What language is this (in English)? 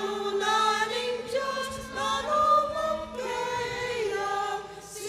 Pampanga